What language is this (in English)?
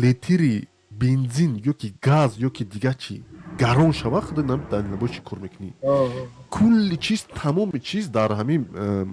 Tajik